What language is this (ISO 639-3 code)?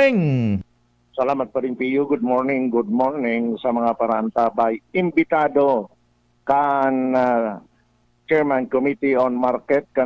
bik